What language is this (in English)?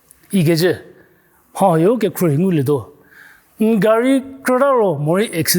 Angami Naga